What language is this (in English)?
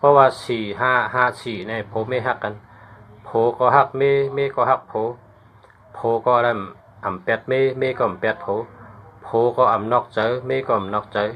Shan